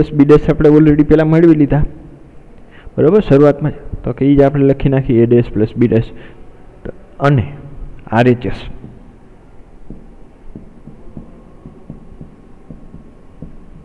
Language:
Gujarati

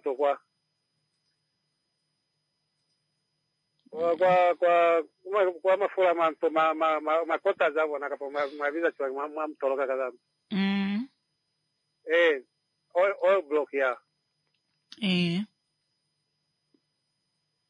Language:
Swahili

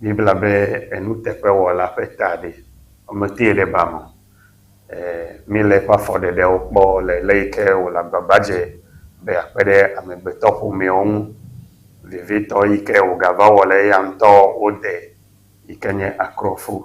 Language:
Ewe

